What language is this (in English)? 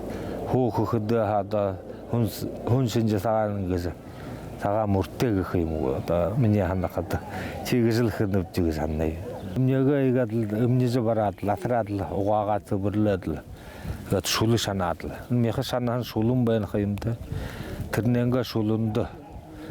Buriat